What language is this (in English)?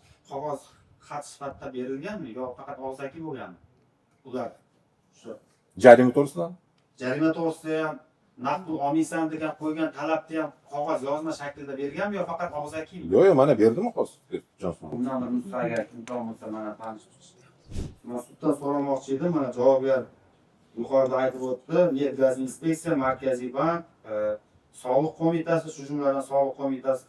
Uzbek